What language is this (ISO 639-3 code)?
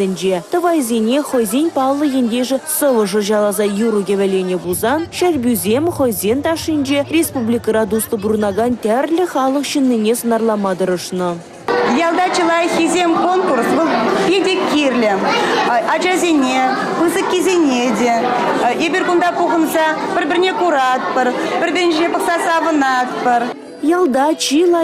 chv